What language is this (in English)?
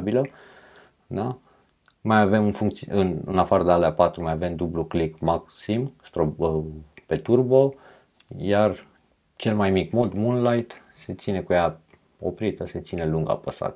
Romanian